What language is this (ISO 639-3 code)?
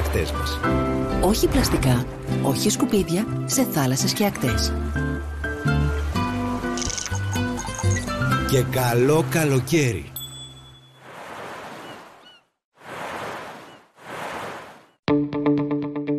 ell